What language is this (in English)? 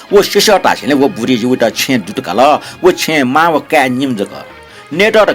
Newari